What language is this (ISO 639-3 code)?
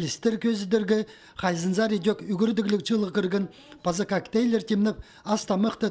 kjh